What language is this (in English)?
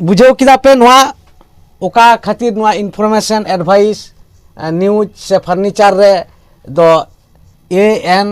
Santali